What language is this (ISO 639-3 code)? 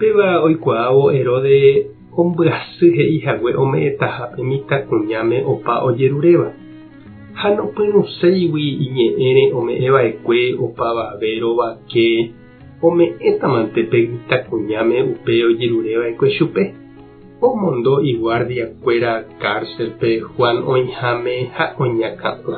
grn